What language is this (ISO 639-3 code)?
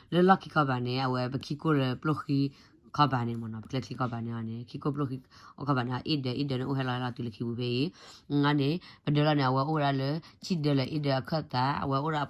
ksw